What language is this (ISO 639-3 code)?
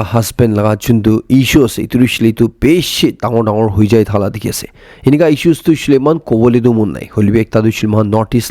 nag